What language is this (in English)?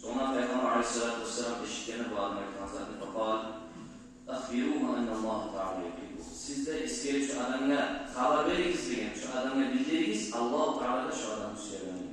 Kumyk